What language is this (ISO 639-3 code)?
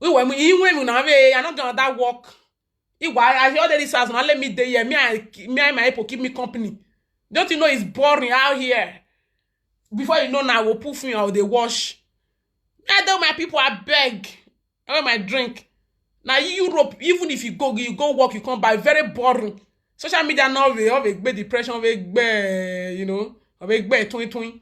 pcm